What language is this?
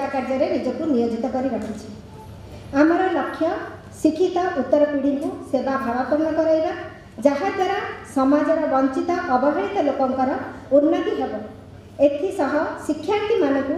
Odia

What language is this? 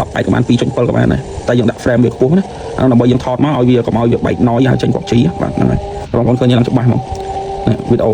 Khmer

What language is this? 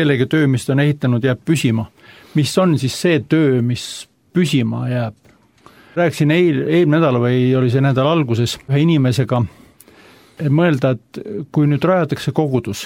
Estonian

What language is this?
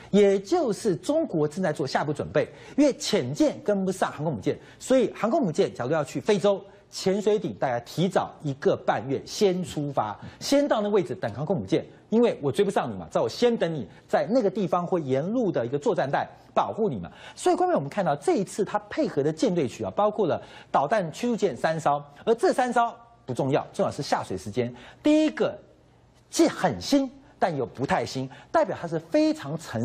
Chinese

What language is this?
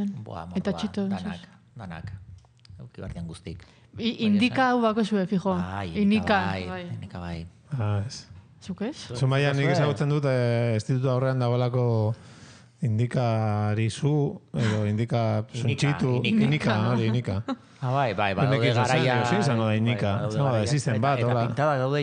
Basque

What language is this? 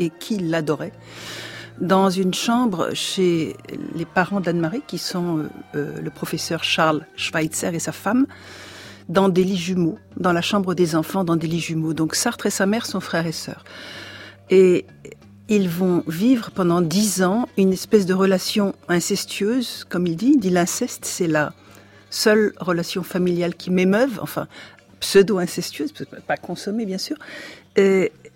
French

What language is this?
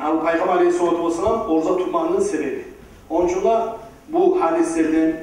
Kumyk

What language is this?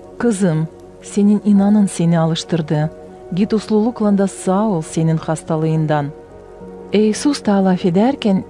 Gagauz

